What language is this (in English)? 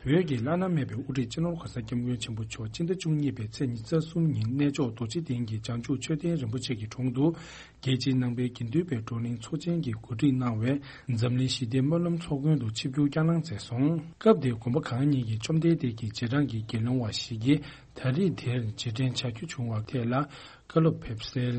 Tibetan